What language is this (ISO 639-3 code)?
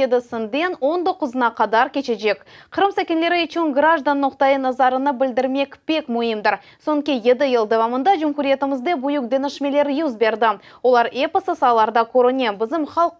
crh